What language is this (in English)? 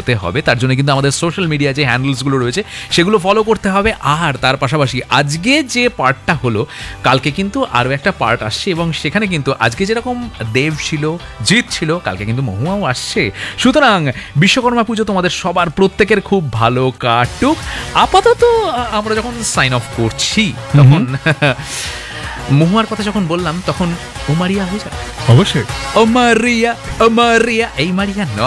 Bangla